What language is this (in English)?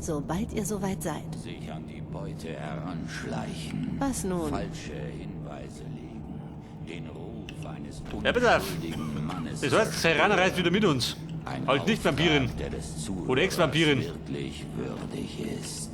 Bavarian